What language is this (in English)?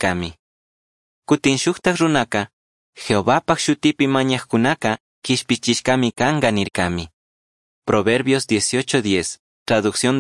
Chimborazo Highland Quichua